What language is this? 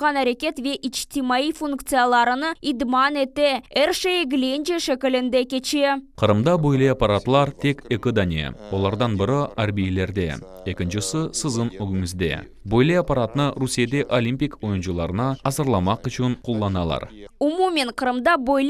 Crimean Tatar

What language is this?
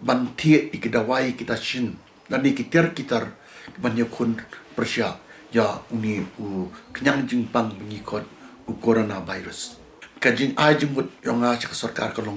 Khasi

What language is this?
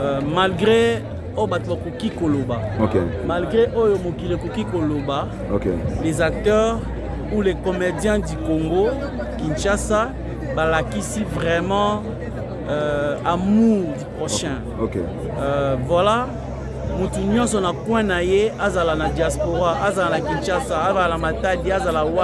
Lingala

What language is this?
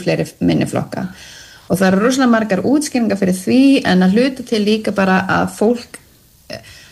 Icelandic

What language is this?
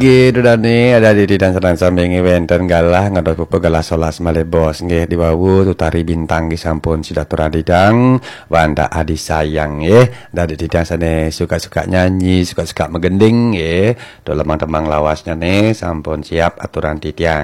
Balinese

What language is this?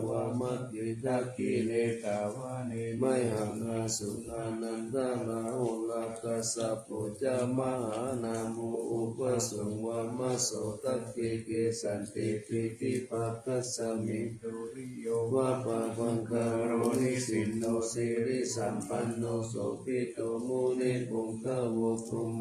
Pali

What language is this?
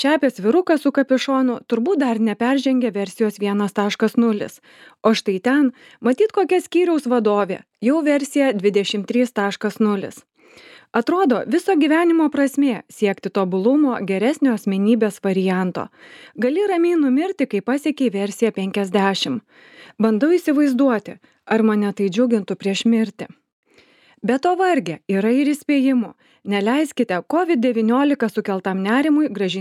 Lithuanian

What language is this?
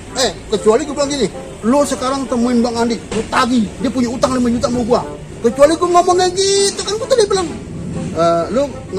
Betawi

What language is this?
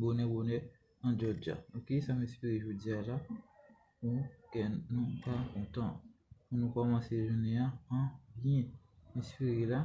Haitian Creole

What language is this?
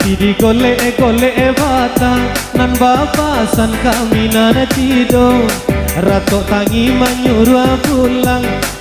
Minangkabau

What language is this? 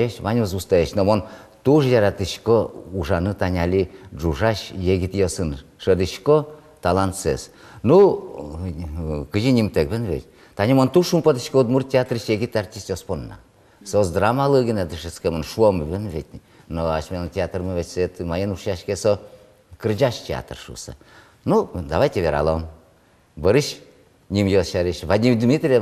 Udmurt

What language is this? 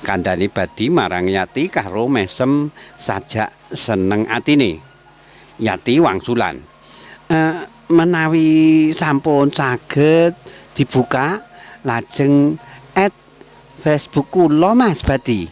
Javanese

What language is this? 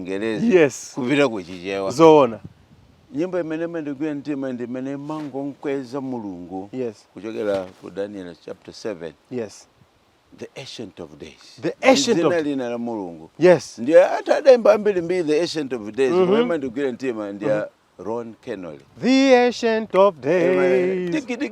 Nyanja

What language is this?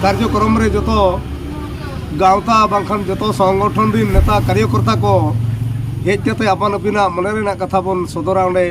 Santali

